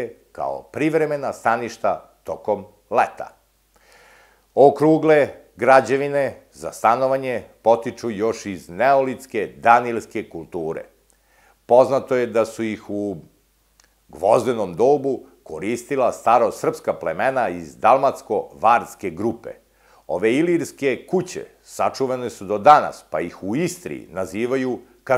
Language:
Serbian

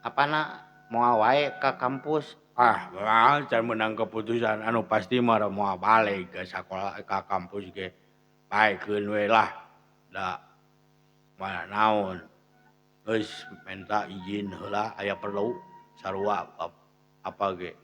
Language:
Sundanese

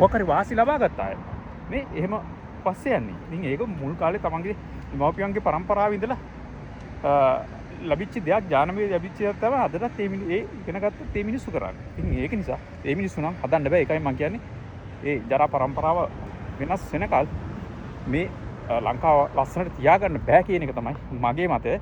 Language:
Sinhala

